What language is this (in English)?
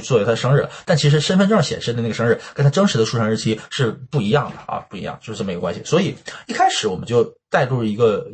Chinese